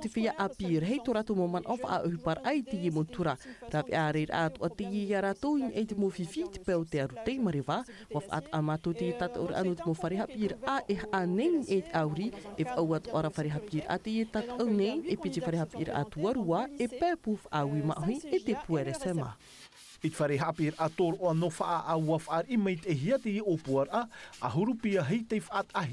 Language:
Tahitian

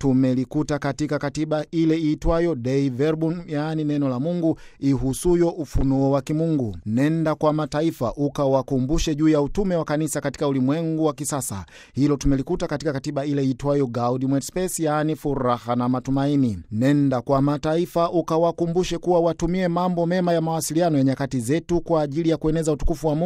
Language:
Swahili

